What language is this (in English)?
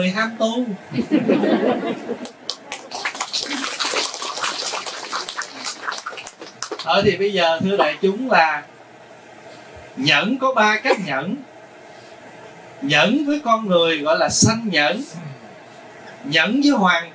Vietnamese